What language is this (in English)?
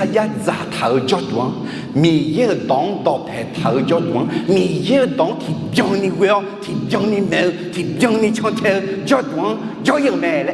Akha